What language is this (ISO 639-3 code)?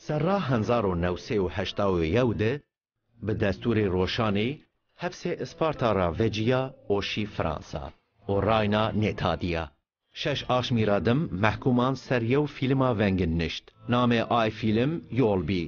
zza